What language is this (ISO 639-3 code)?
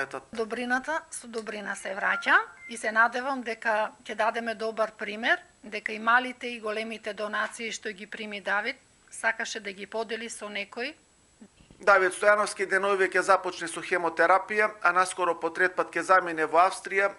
mkd